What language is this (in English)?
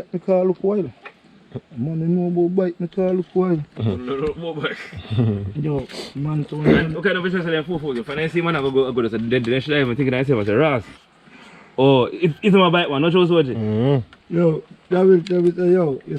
Jamaican Creole English